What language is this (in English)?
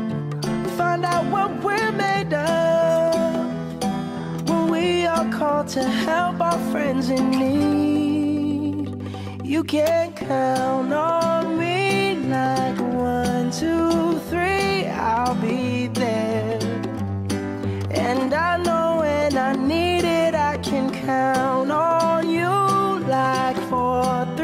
English